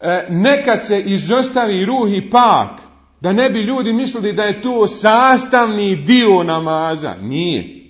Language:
Bosnian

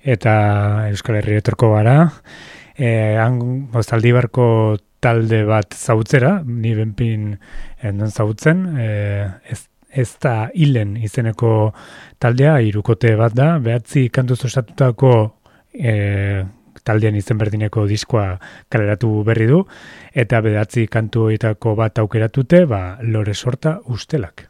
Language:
Basque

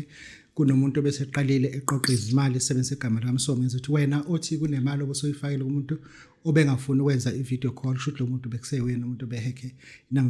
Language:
Zulu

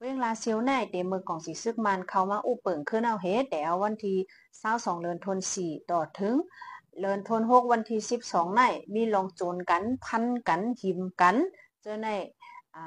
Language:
Shan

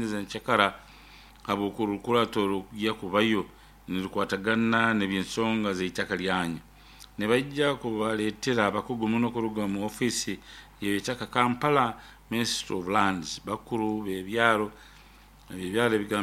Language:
Nyoro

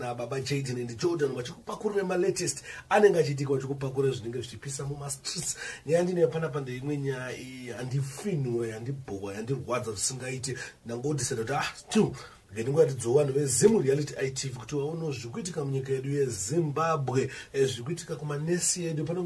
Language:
Shona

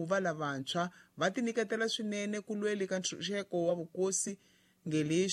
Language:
Tsonga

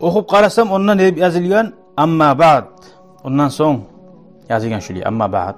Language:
Kumyk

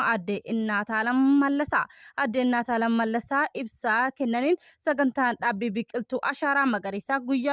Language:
Oromo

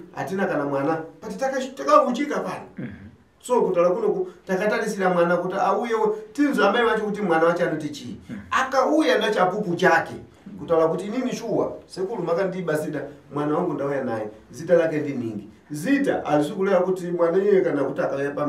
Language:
Shona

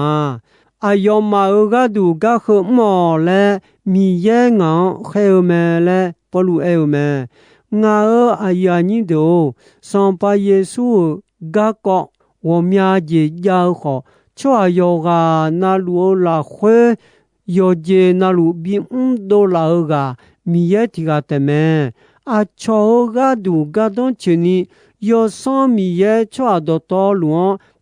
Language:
Akha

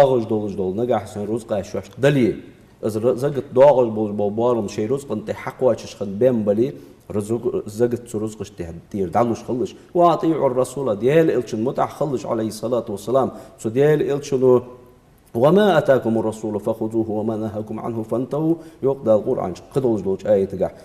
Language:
Ingush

